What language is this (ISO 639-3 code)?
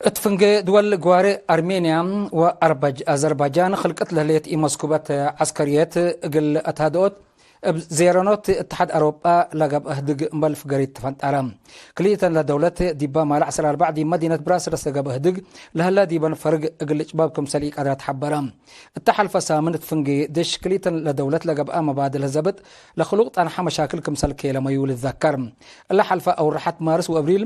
tig